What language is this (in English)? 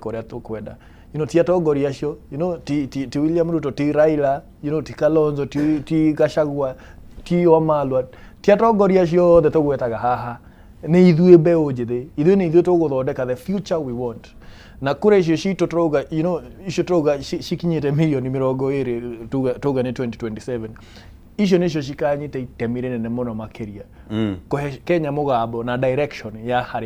Kikuyu